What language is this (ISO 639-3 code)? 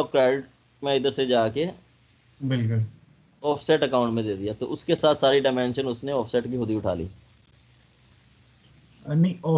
hin